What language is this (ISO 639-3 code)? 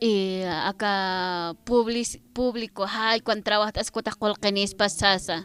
aym